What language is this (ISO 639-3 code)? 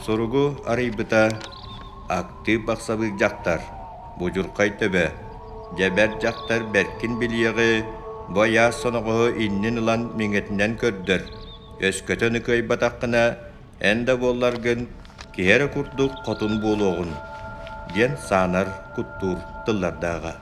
sah